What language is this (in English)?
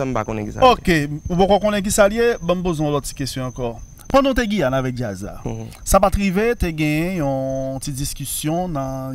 Haitian Creole